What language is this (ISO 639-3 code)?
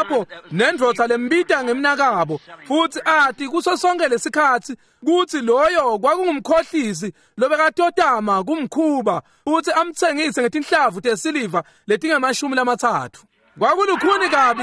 ssw